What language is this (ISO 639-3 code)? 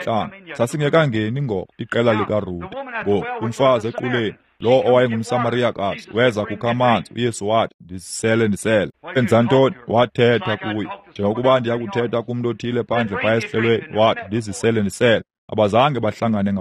xho